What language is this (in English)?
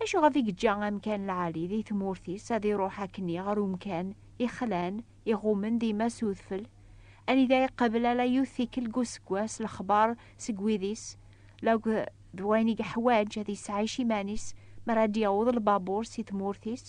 Kabyle